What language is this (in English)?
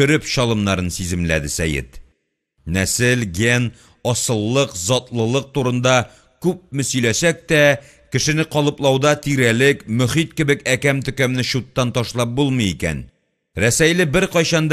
Tatar